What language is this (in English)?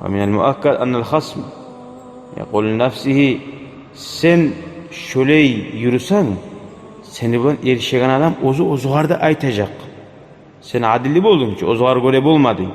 Kumyk